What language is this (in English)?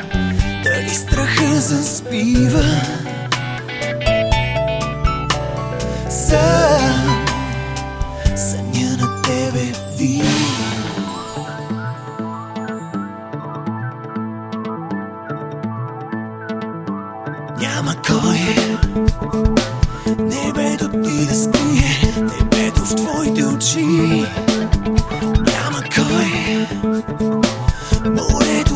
Bulgarian